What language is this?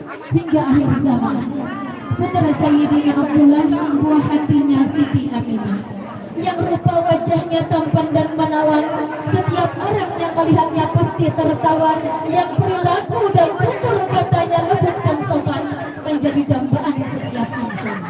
Banjar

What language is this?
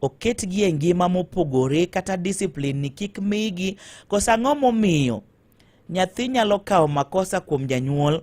Luo (Kenya and Tanzania)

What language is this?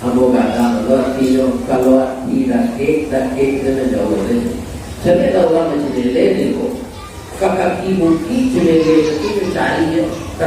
Minangkabau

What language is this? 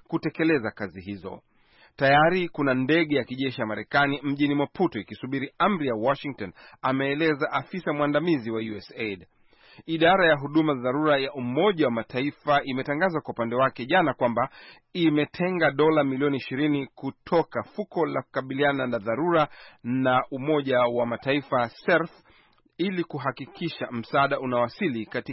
Swahili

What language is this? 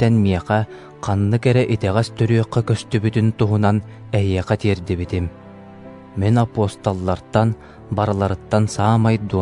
Yakut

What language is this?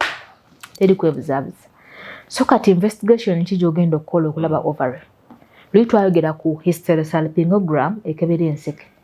Ganda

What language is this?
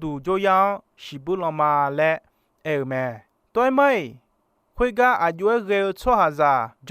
Akha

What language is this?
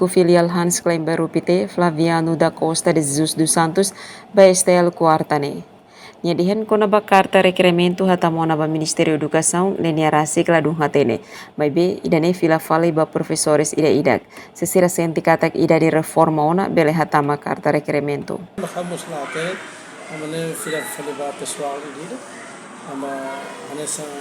Tetum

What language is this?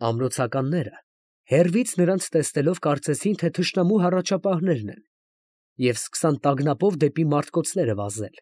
Armenian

